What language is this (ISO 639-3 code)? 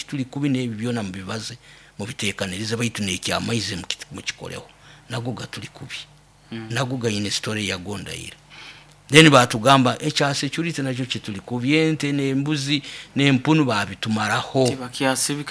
nyo